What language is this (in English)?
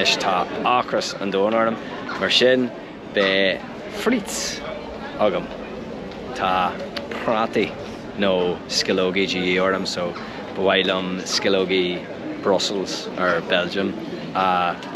Irish